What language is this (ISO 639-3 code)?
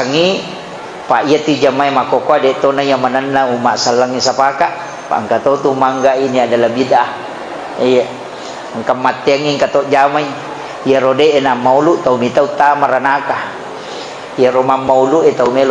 bug